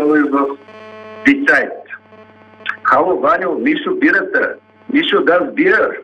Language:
Bulgarian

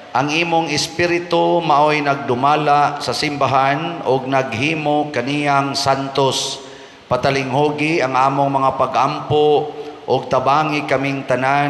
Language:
Cebuano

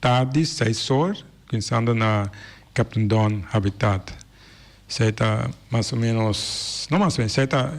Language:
Papiamento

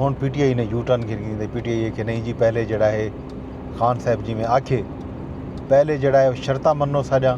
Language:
Saraiki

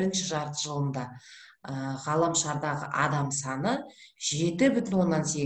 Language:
Kazakh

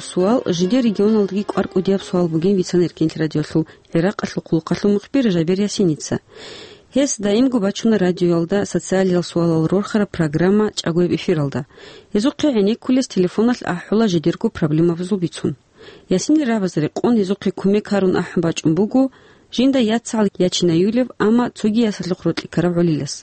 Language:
Avaric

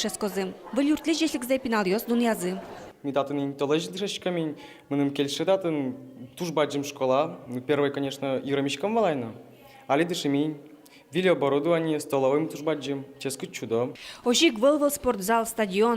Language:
Udmurt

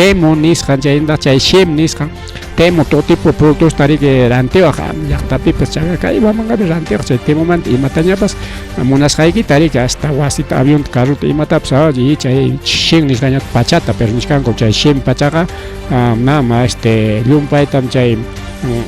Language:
Ayacucho Quechua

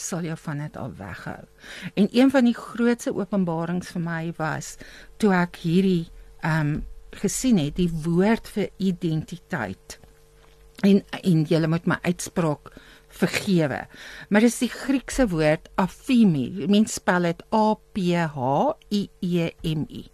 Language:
Afrikaans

